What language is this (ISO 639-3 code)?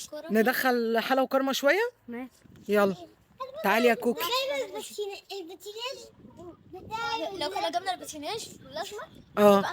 arz